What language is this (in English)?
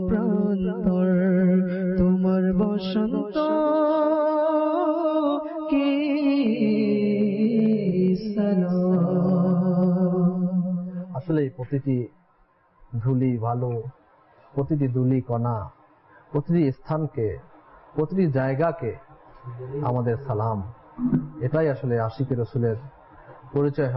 Bangla